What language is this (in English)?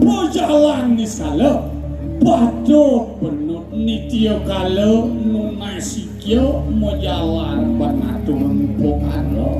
Balinese